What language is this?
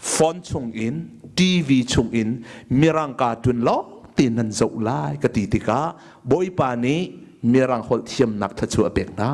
Hakha Chin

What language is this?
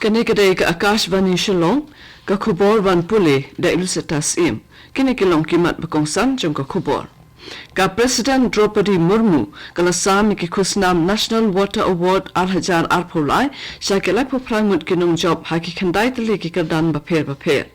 Khasi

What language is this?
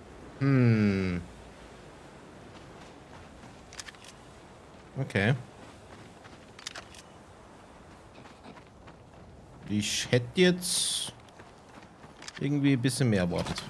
German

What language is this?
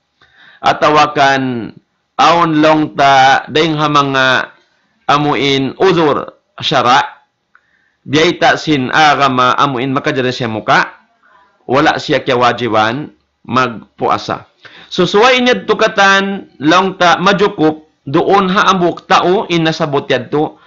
Tausug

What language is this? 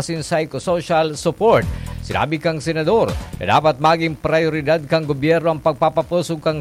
Bikol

